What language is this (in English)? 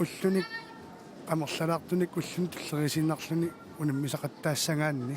Kalaallisut